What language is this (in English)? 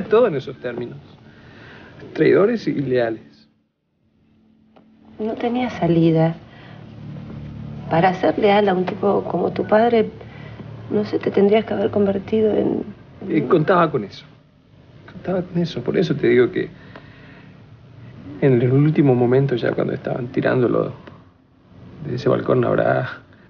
Spanish